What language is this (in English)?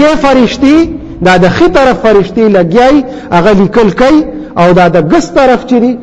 Pashto